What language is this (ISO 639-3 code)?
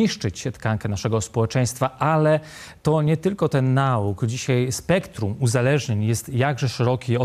pol